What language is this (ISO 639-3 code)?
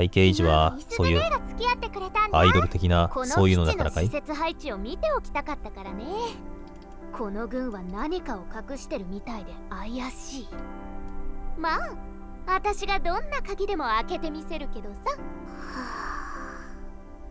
jpn